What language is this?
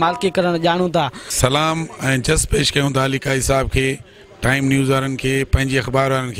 Sindhi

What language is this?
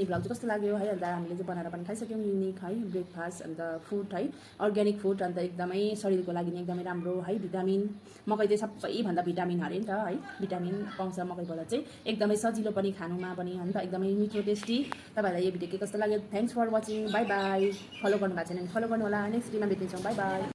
Nepali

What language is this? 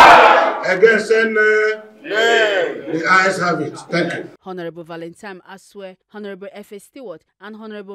Nigerian Pidgin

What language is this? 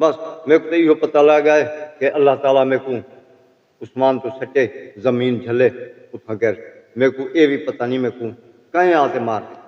Saraiki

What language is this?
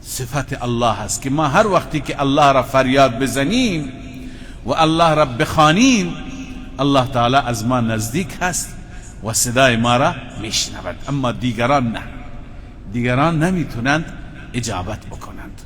Persian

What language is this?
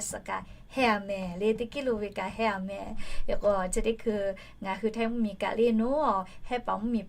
Lahu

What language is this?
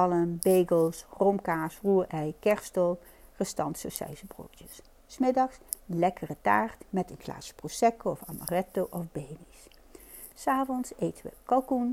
Dutch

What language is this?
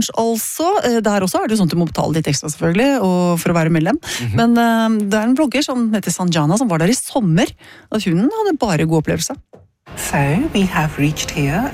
Norwegian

